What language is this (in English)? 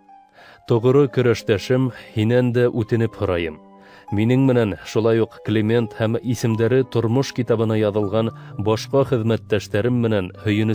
Bashkir